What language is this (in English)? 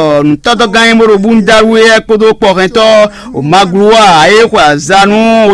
Fon